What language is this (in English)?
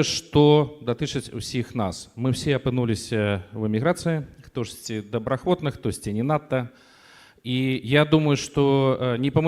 Belarusian